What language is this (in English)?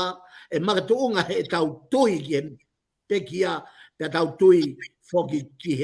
Tongan